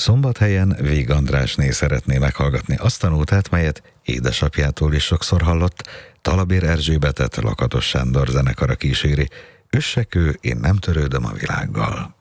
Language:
Hungarian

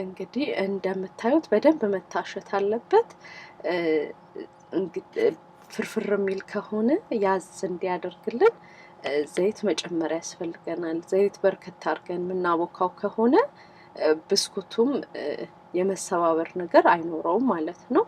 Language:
Amharic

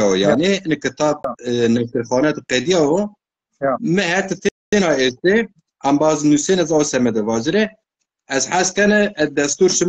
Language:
Zaza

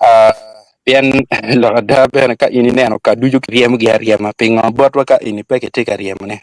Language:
Acoli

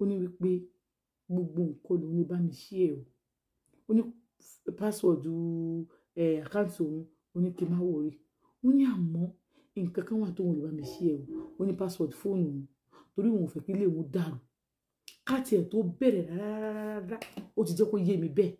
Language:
Yoruba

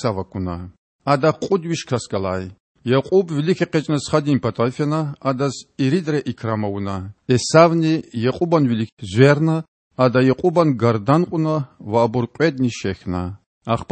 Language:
Lezghian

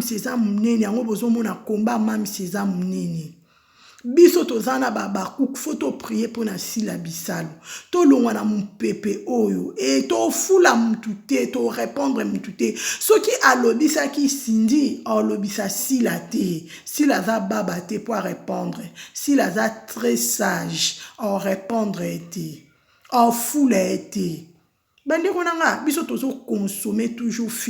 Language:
Lingala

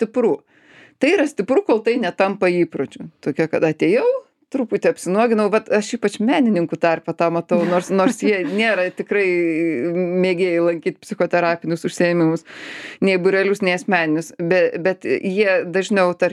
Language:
Lithuanian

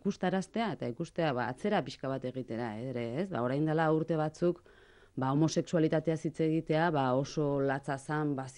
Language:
Basque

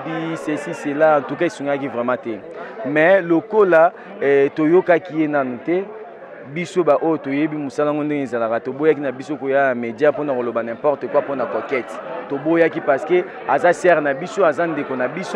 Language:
Lingala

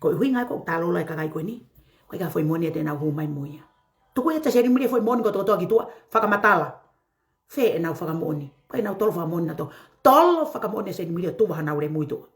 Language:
Tongan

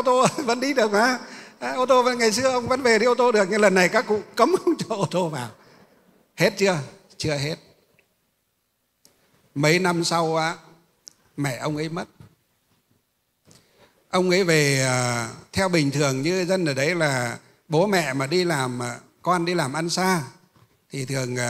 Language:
Vietnamese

